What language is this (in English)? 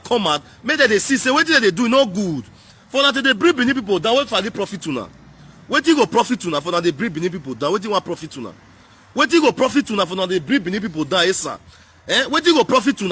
Nigerian Pidgin